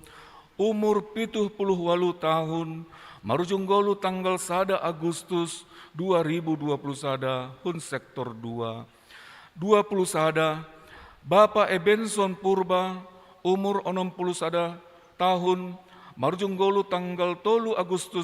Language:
Batak Simalungun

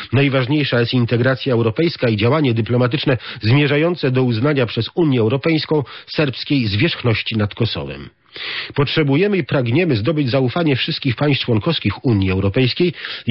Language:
Polish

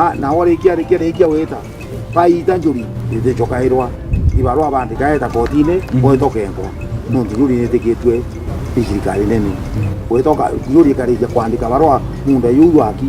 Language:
Meru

